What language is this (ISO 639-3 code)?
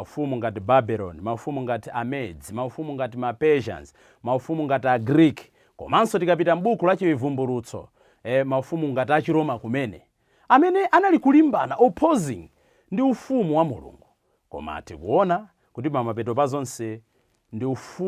nya